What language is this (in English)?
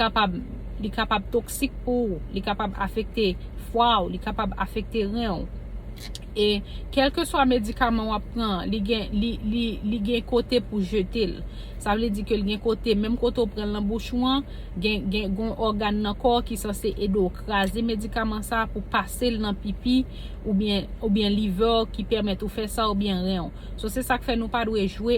Haitian Creole